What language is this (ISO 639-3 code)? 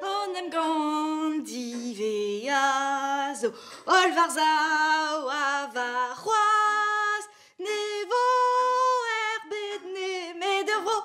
bre